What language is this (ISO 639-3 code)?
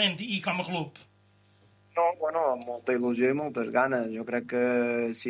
cat